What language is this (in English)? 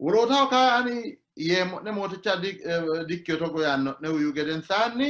Sidamo